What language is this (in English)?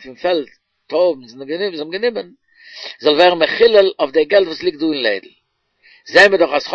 Yiddish